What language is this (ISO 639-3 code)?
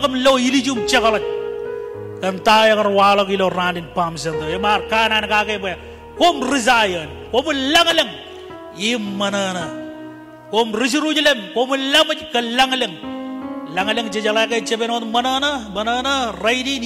mah